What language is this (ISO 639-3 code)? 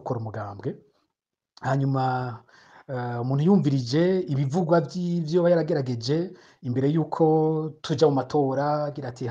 run